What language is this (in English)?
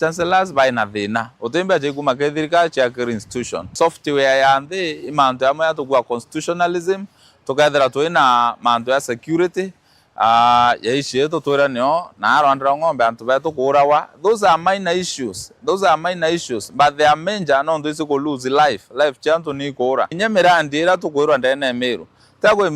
Meru